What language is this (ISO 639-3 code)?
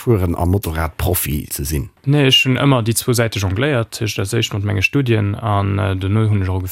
ltz